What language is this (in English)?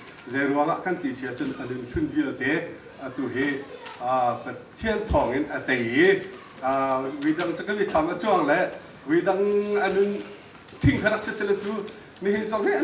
Hakha Chin